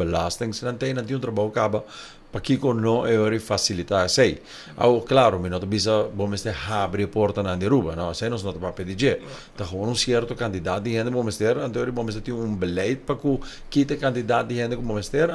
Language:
Papiamento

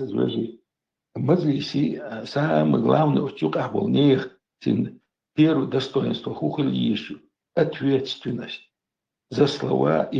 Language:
Chechen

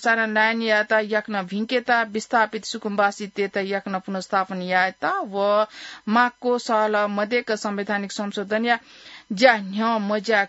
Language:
Newari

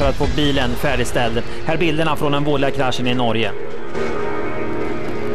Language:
Swedish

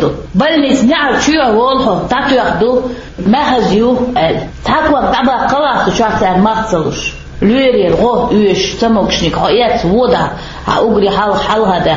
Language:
Chechen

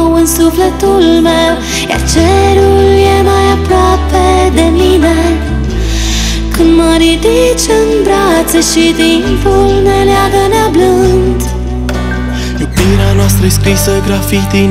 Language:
Romanian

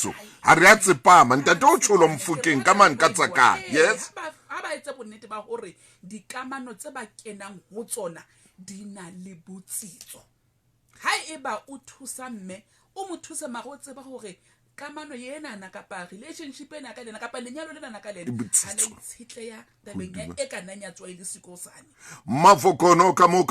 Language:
Southern Sotho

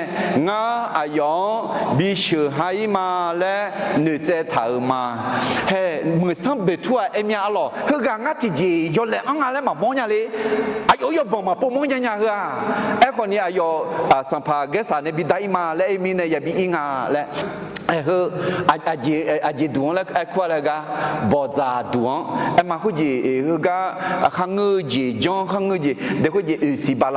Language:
Akha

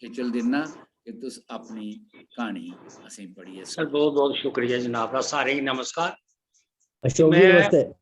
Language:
Dogri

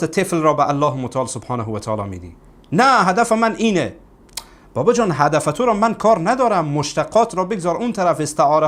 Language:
Persian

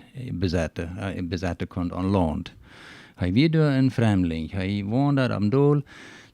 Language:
Plautdietsch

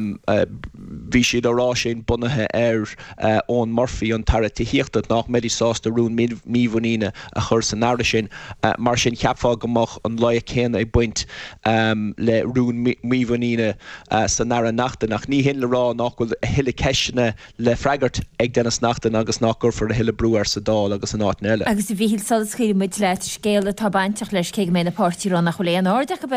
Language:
Irish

